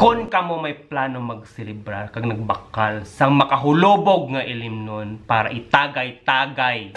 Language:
Hiligaynon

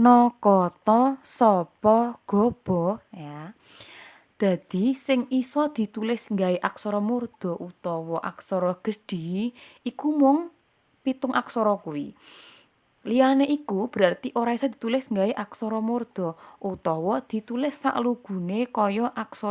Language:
Javanese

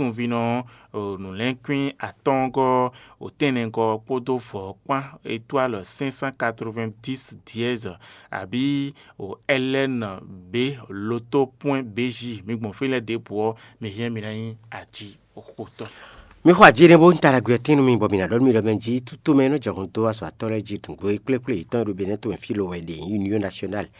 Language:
Fon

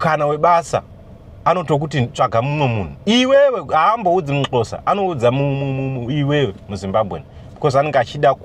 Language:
Shona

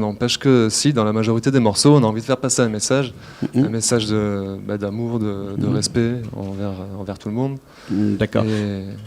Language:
Réunion Creole French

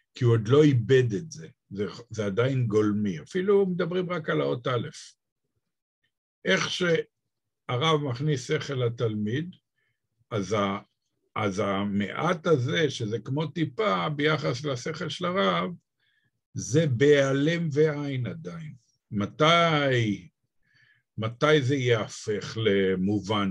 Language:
Hebrew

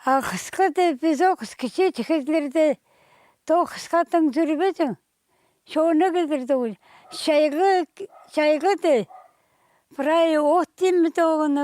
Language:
Khakas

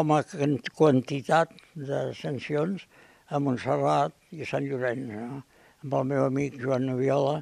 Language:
Catalan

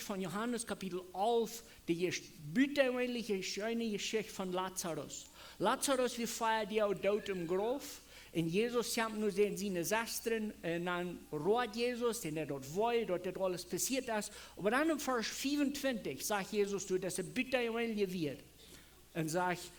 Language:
Plautdietsch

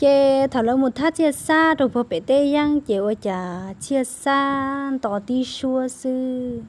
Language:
Hmong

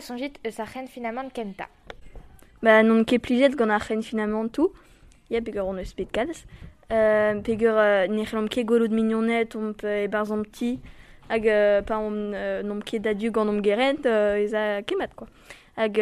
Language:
Breton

